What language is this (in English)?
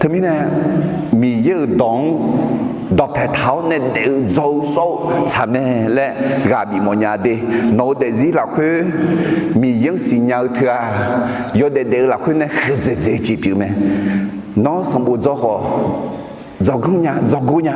Akha